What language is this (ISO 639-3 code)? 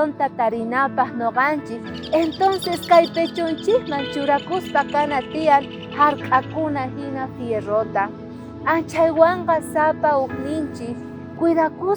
quh